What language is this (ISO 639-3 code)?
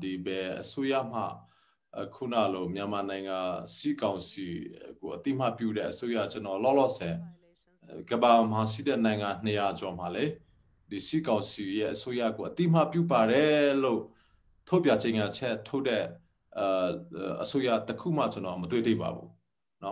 mya